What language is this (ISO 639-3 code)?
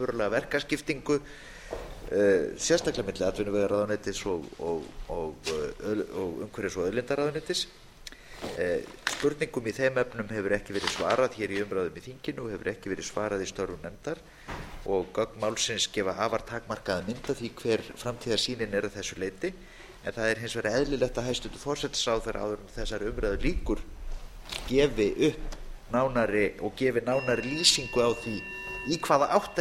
isl